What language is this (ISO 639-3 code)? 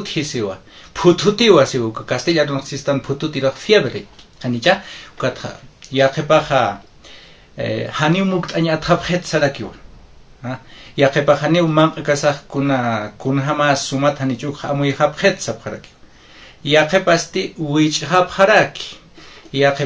aym